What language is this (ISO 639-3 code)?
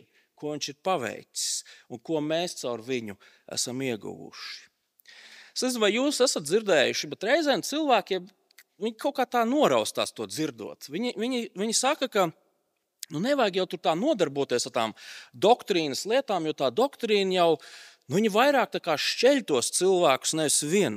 lav